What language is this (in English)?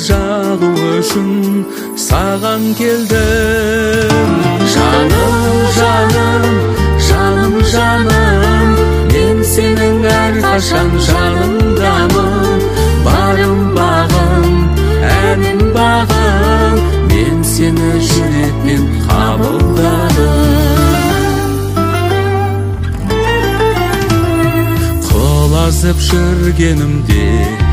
Kazakh